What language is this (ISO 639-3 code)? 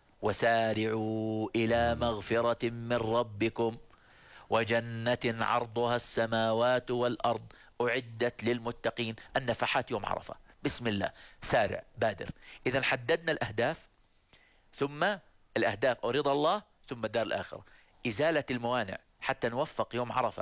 ara